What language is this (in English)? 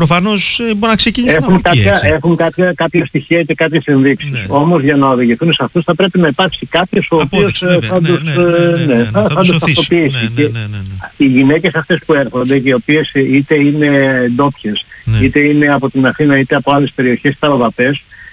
Greek